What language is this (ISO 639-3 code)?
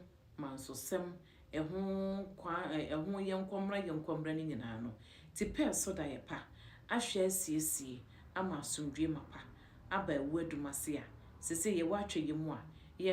aka